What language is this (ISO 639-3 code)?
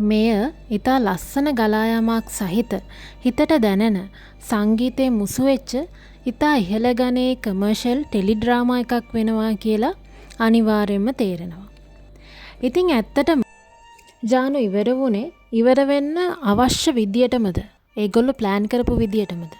sin